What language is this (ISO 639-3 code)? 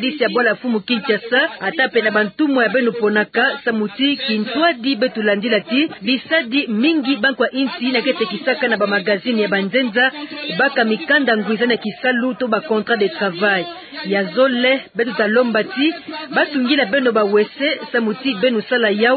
ktu